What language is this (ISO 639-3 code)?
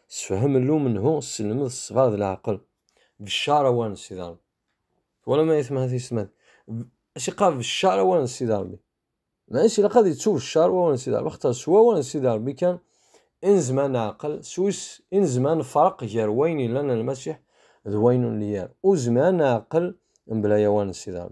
kab